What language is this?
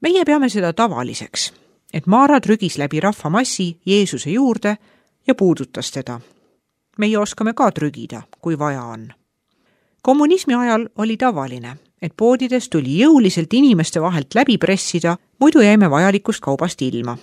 Estonian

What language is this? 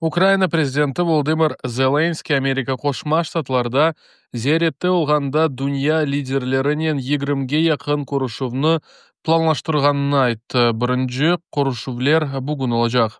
Crimean Tatar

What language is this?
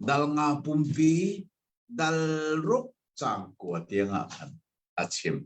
Hakha Chin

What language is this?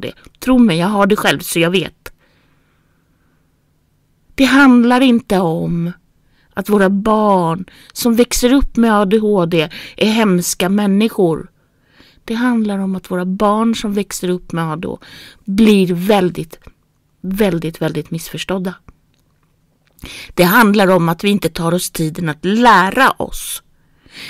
Swedish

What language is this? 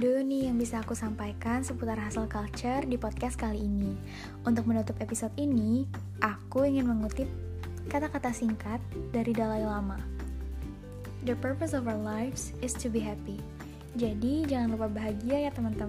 Indonesian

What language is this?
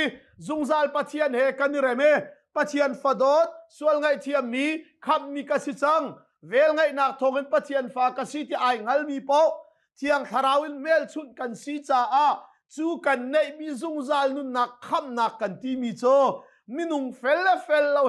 Hakha Chin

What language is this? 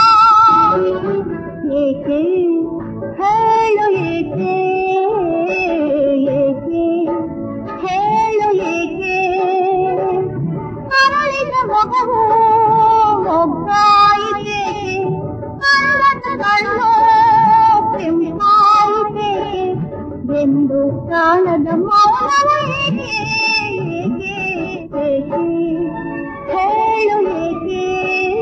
Kannada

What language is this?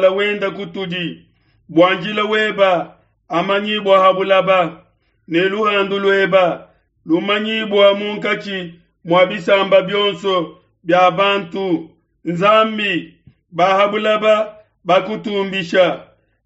Luba-Lulua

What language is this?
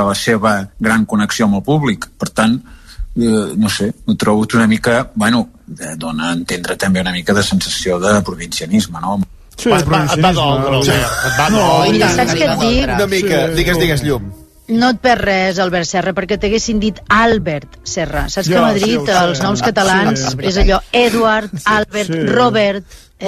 Catalan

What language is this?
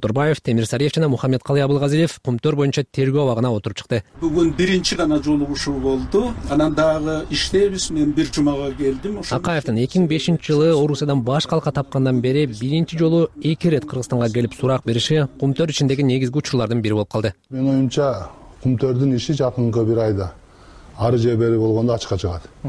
Kyrgyz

